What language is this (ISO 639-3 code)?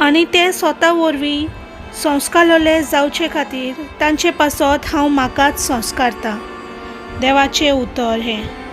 kok